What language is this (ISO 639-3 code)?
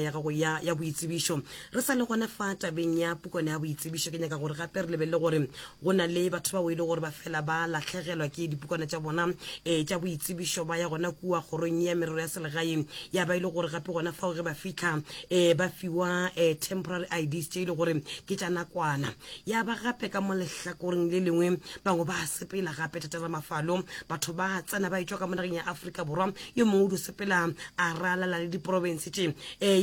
nso